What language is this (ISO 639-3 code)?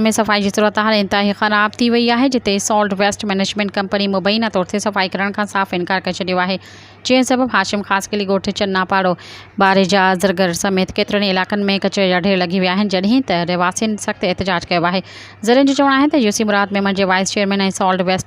snd